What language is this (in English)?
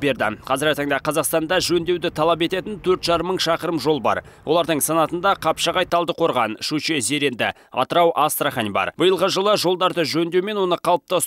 Kazakh